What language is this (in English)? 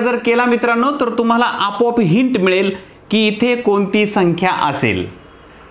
Marathi